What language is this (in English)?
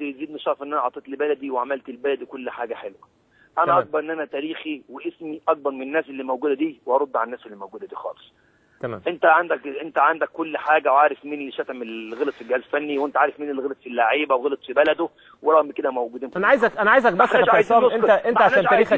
Egyptian Arabic